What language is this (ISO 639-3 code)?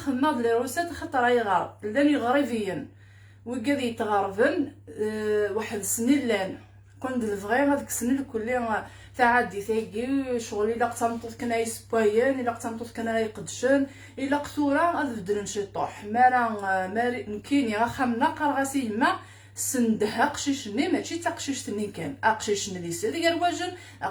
kab